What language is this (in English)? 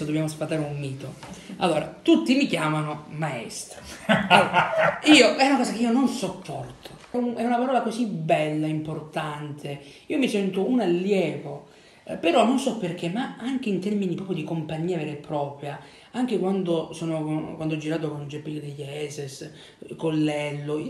Italian